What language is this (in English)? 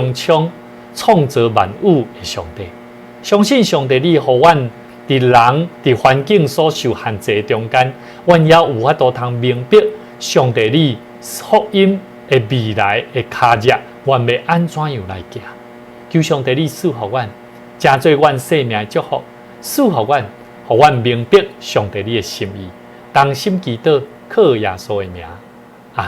Min Nan Chinese